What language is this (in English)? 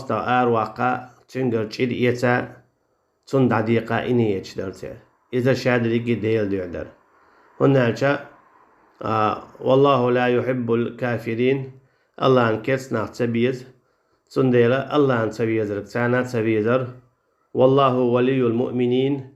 Chechen